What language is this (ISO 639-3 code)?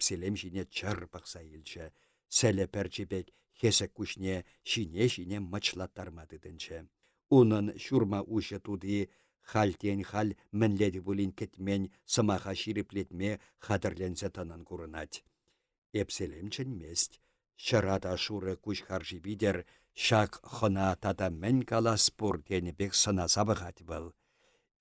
chv